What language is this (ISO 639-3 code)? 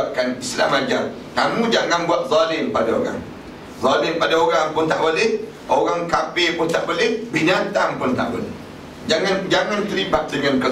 msa